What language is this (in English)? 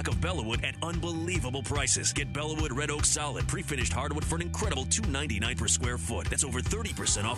English